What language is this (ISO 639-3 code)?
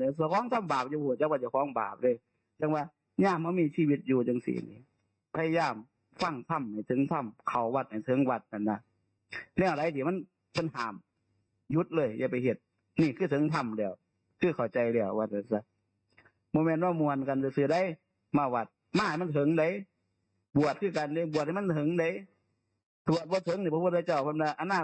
tts